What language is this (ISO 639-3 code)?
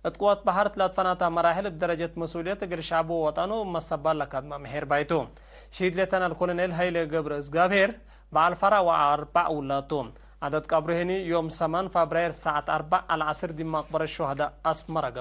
tig